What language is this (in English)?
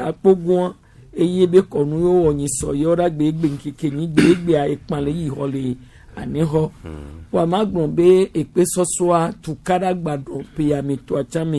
Gen